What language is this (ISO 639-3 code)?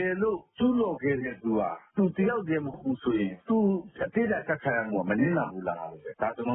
mya